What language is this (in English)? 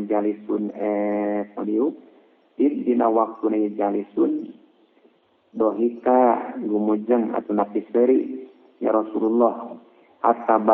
Sundanese